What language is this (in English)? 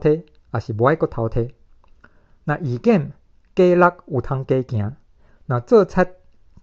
Min Nan Chinese